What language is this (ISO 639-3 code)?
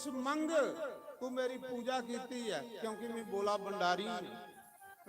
doi